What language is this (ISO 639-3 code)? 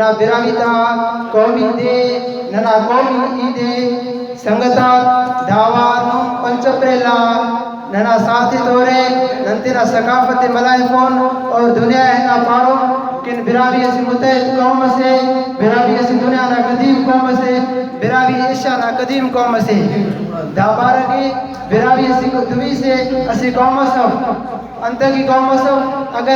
brh